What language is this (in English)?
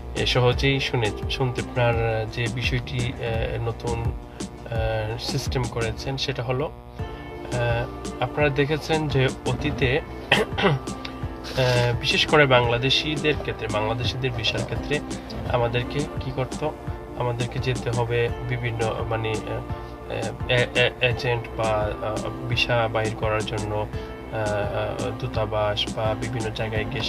Bangla